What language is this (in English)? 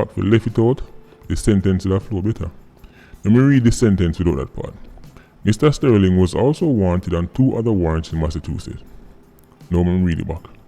Jamaican Creole English